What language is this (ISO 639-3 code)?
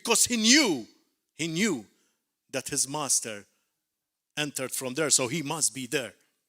eng